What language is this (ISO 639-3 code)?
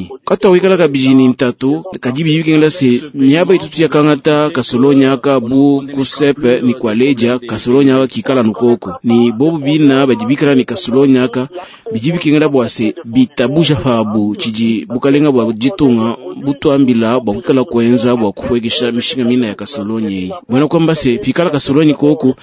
lua